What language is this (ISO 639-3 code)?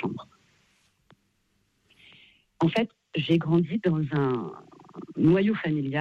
fra